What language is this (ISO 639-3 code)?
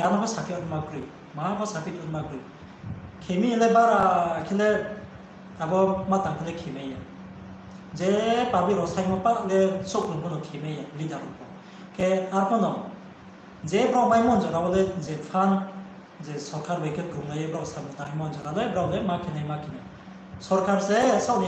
ria